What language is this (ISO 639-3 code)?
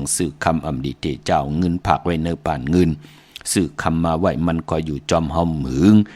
shn